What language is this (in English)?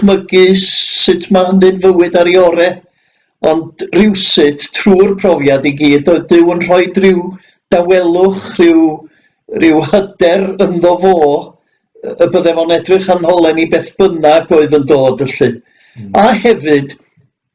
Welsh